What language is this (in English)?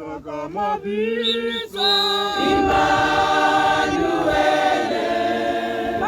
Tswana